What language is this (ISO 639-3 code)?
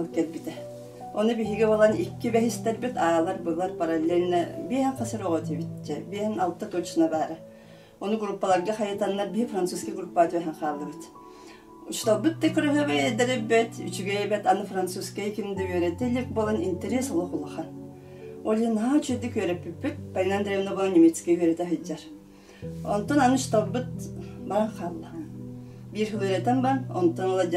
sah